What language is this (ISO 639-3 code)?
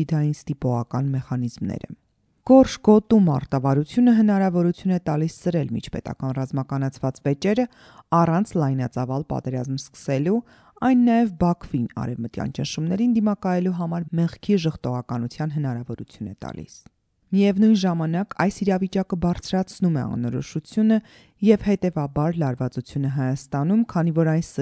hye